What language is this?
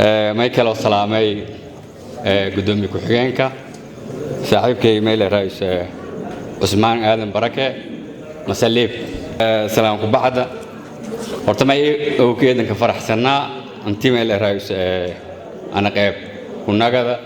Somali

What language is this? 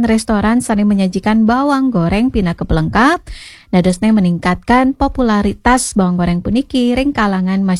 Balinese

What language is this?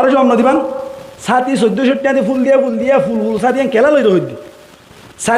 Rohingya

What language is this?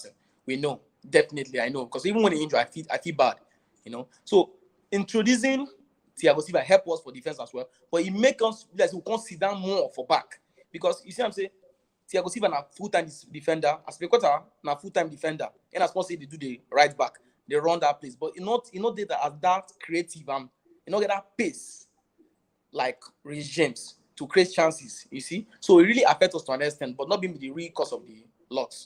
Nigerian Pidgin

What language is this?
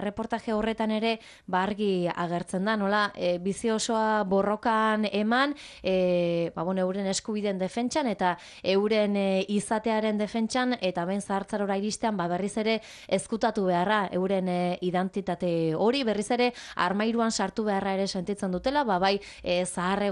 Basque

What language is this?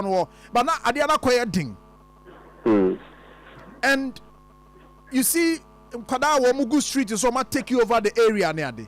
Akan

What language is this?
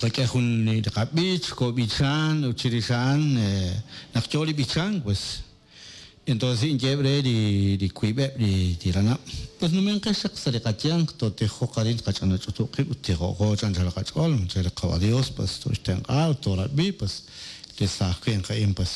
Kekchí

